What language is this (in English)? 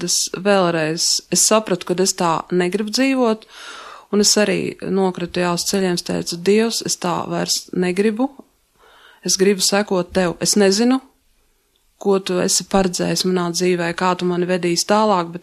Latvian